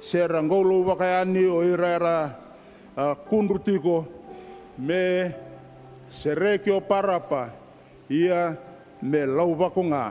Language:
Fijian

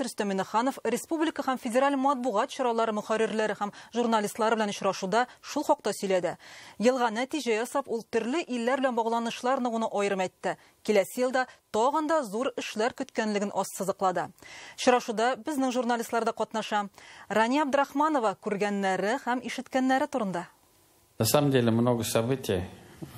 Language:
Tatar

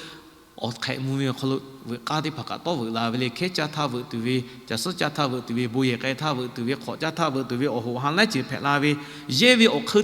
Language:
Lahu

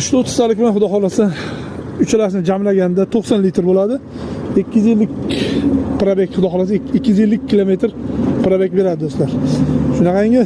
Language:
Uzbek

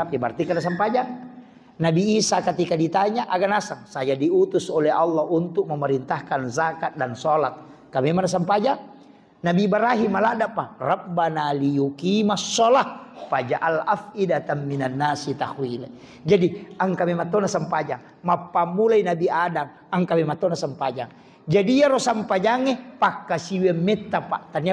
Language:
Buginese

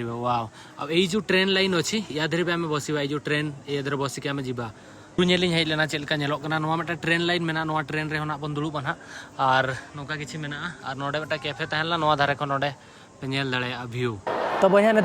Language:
Santali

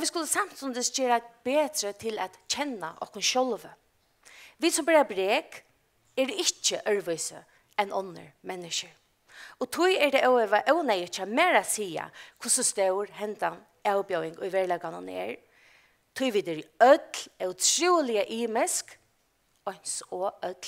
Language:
Faroese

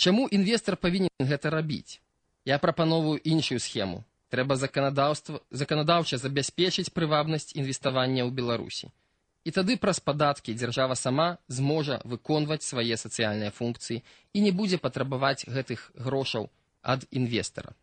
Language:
Belarusian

